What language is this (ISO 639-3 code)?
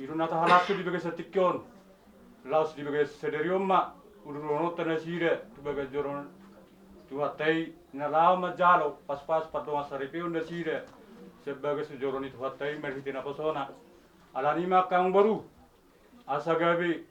bbc